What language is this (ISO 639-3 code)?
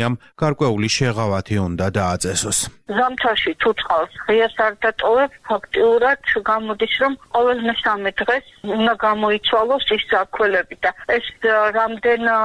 kat